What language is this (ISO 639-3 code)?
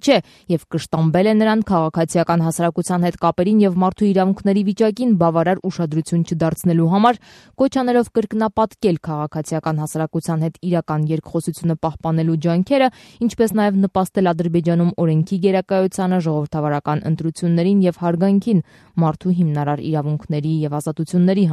hye